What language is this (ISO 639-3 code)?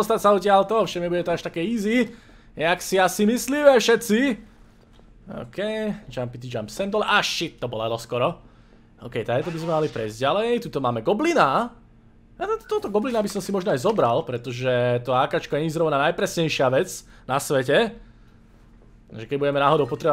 slk